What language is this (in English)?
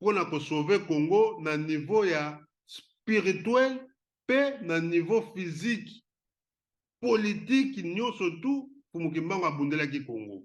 Lingala